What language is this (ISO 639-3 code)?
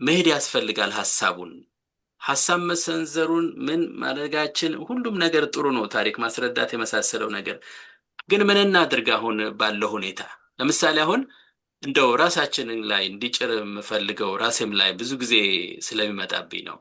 amh